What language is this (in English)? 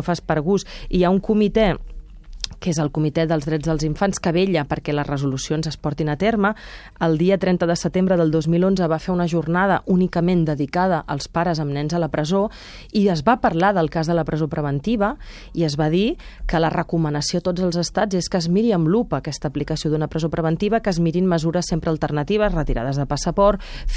Catalan